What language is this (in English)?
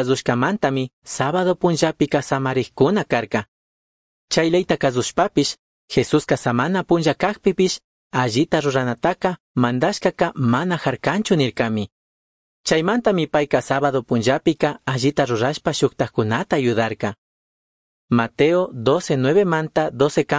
Chimborazo Highland Quichua